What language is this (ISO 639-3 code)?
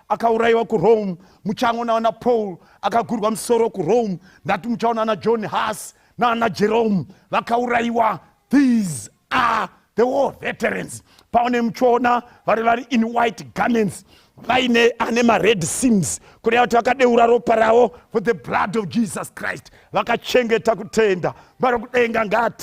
sna